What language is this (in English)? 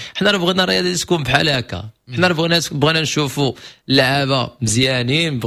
Moroccan Arabic